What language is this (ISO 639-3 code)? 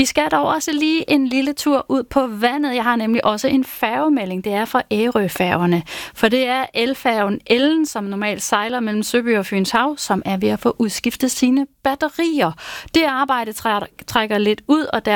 dan